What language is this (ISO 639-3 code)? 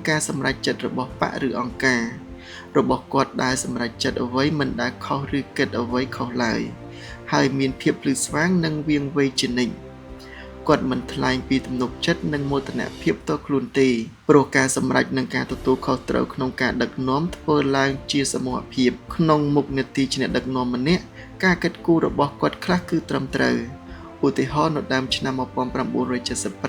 khm